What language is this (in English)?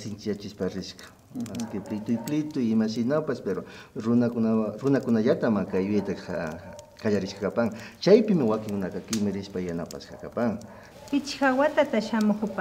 Imbabura Highland Quichua